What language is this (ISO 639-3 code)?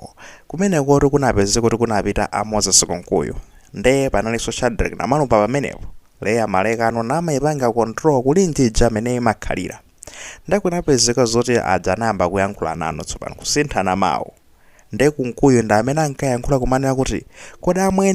nya